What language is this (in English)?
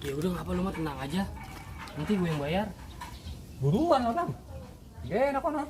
Betawi